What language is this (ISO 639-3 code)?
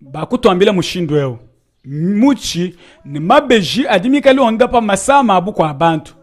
lua